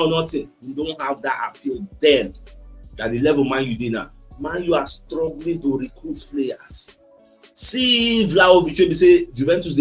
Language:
Nigerian Pidgin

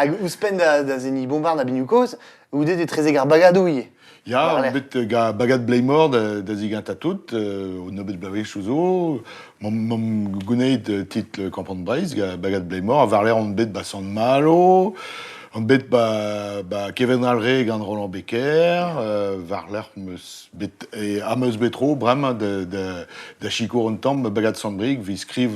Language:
Breton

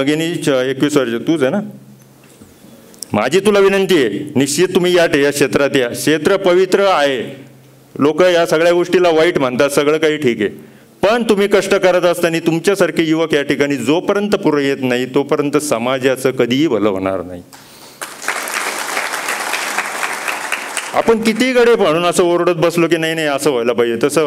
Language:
Marathi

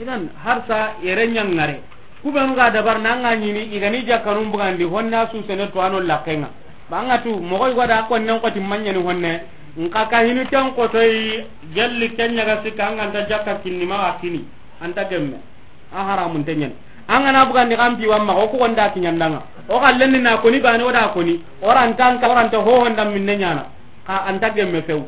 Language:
Soninke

